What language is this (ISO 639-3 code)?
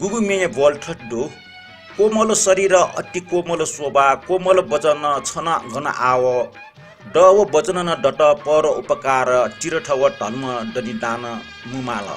new